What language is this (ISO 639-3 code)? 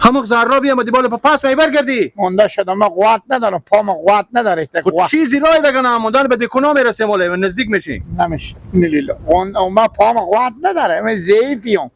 fas